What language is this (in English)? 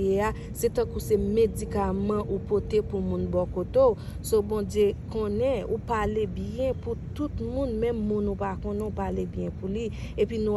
Haitian Creole